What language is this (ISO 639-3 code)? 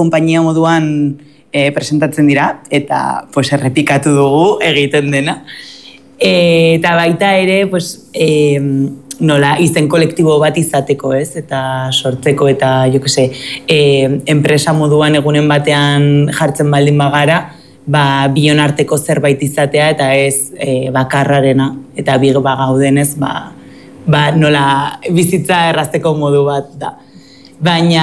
eus